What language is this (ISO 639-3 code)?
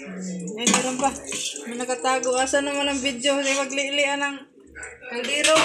ceb